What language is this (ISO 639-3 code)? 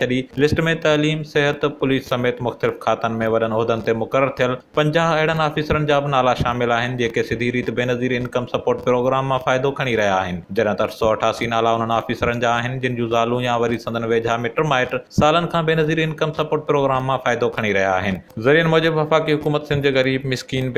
snd